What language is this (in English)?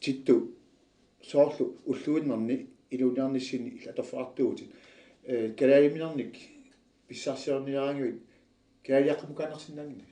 Kalaallisut